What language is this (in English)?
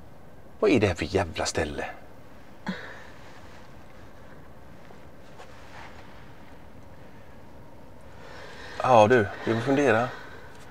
Swedish